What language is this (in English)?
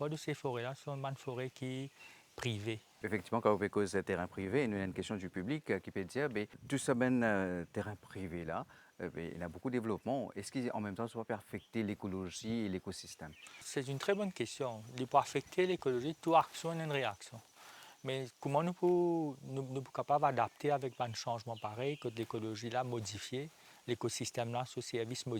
Morisyen